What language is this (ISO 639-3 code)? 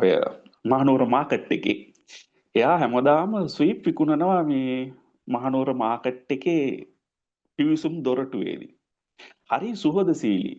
sin